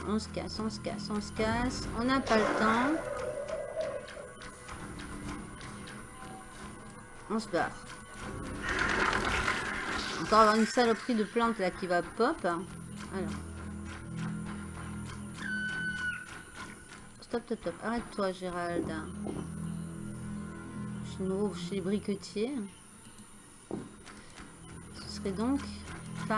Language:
French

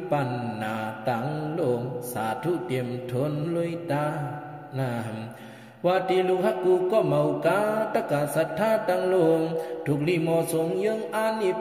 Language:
Shan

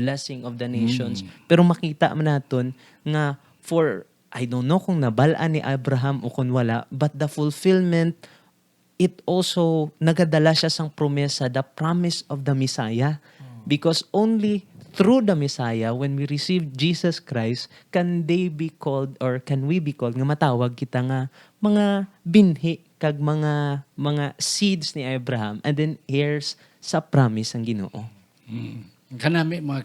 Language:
Hiligaynon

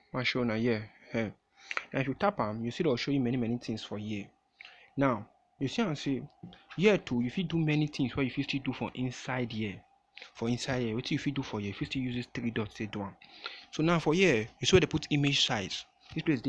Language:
Nigerian Pidgin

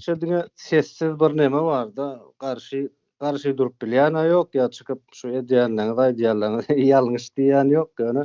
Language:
Turkmen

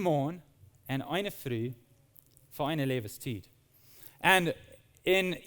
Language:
Plautdietsch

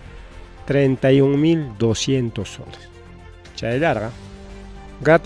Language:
Ayacucho Quechua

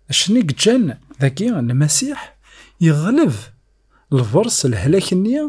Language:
Kabyle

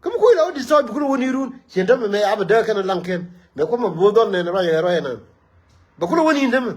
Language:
Nuer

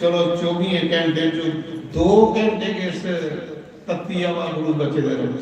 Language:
Dogri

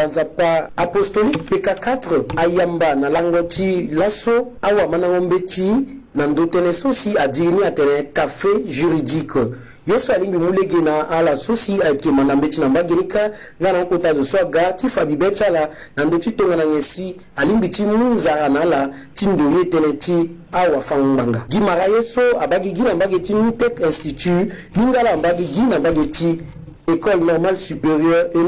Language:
Sango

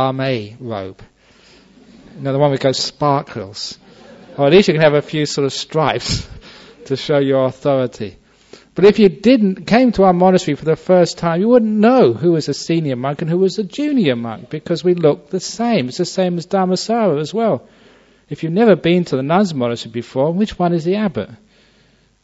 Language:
English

